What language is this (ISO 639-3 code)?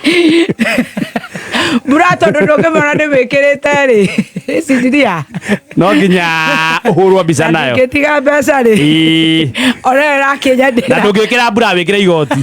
kik